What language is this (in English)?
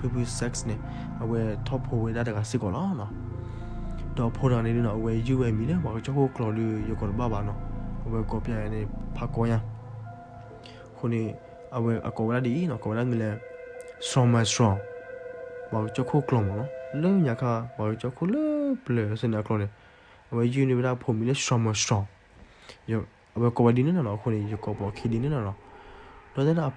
S'gaw Karen